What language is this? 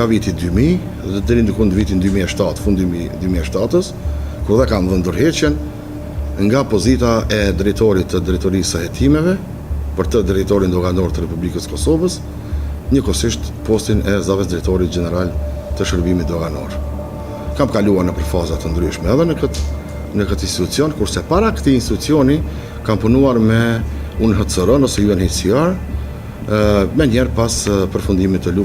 Albanian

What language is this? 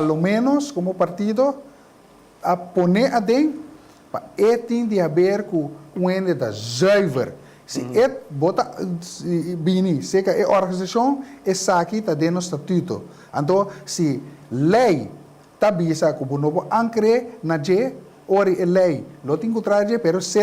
Papiamento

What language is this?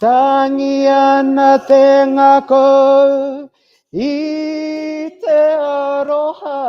Māori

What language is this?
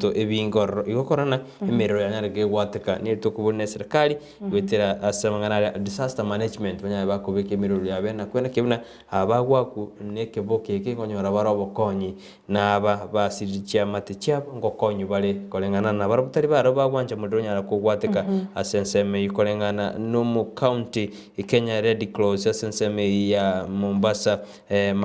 Gusii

